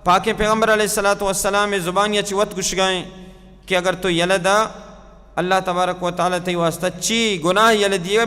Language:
Baluchi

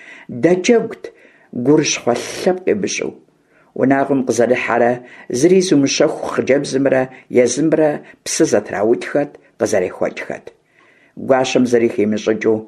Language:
Kabardian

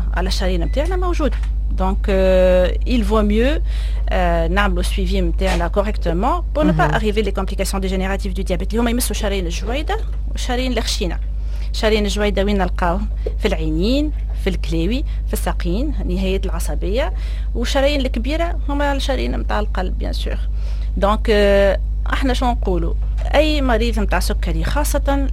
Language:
Tunisian Arabic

